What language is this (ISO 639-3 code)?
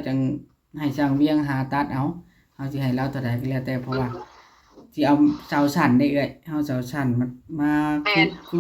tts